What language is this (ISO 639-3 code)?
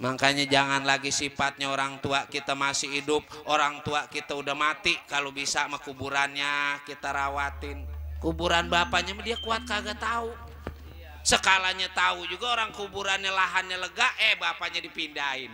bew